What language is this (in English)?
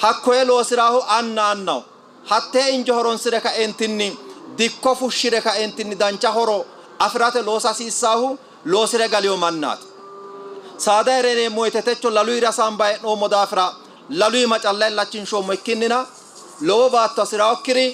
Sidamo